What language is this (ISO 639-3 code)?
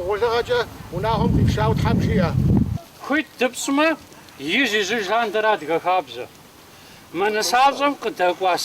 kbd